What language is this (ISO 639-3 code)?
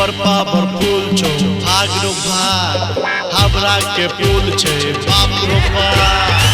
mai